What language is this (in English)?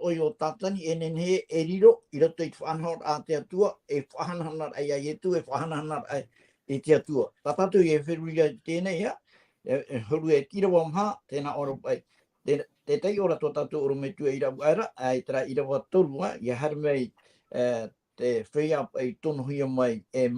Tahitian